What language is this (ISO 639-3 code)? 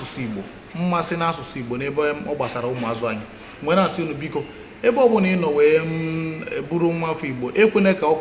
ibo